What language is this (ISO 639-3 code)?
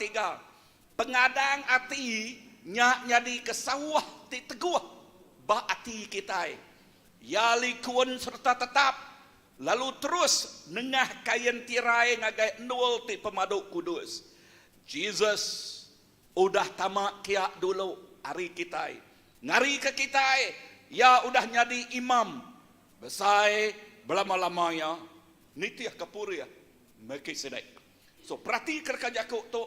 iba